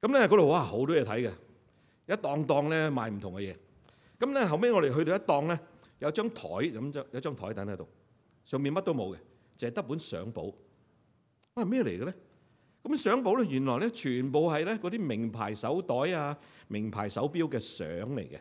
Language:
Cantonese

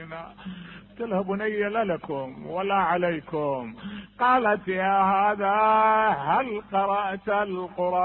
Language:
Mesopotamian Arabic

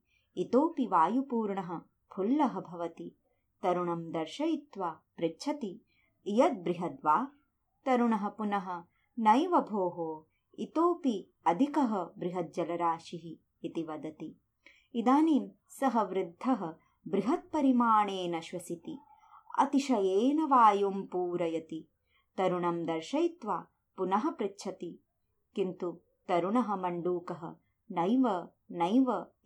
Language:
Sanskrit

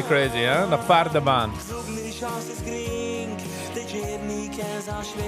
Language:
Yiddish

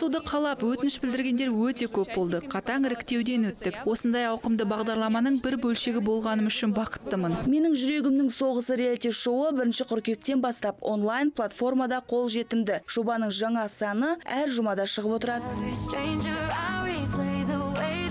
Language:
Kazakh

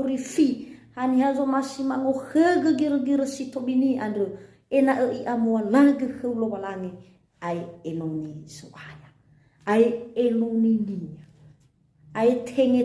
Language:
Nias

